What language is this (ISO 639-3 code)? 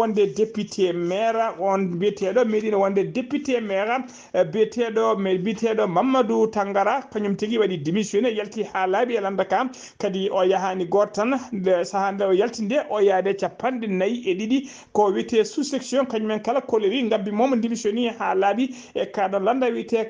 ful